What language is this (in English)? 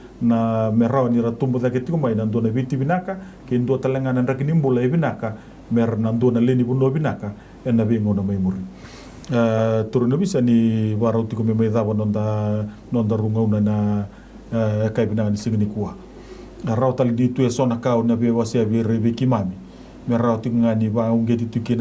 Fijian